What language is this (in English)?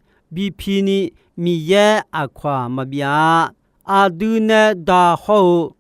Akha